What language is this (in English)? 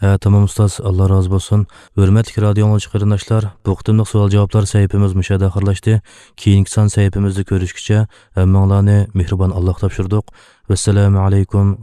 Uyghur